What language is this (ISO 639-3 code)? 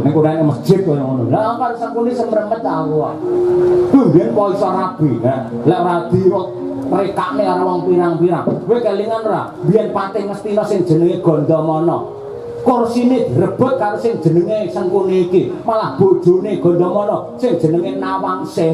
jav